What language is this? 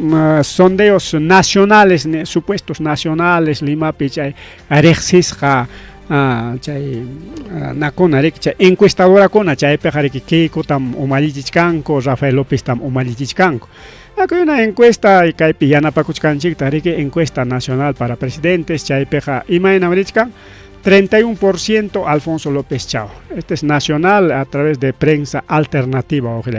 Ayacucho Quechua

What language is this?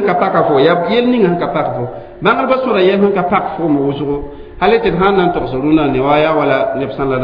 Mossi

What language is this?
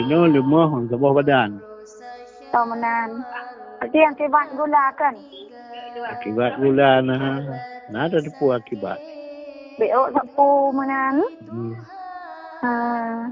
Achinese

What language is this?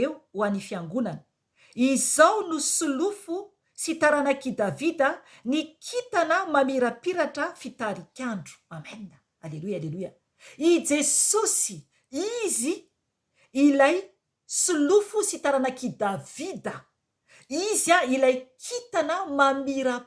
Malagasy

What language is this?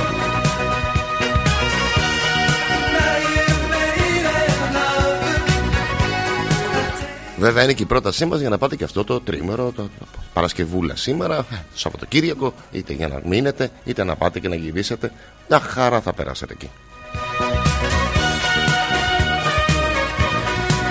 Greek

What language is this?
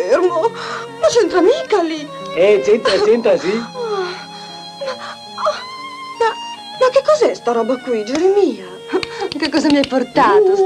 Italian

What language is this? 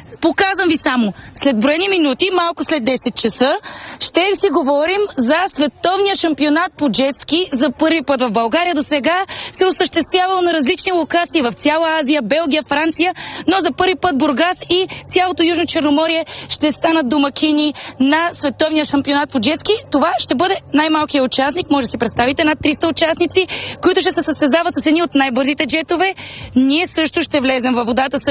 Bulgarian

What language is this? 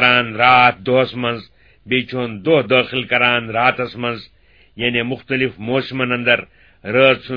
Kashmiri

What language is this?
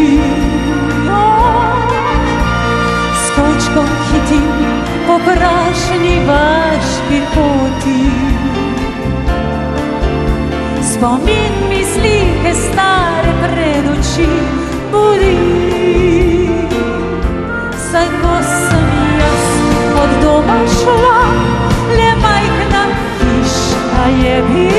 Slovenian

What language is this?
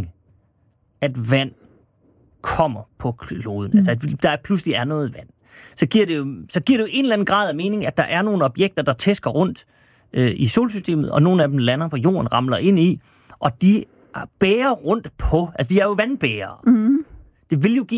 Danish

